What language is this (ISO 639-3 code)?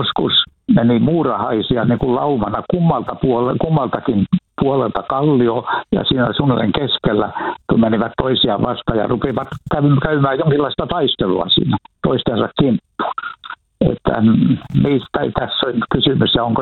fin